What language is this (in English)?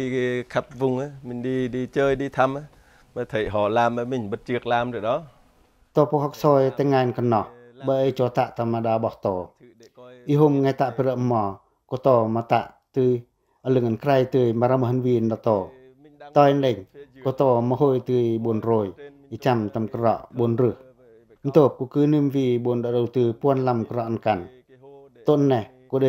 Pacoh